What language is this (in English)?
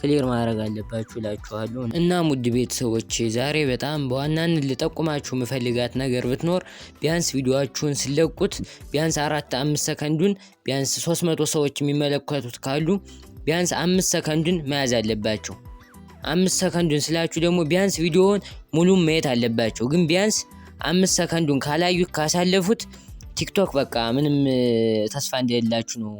Amharic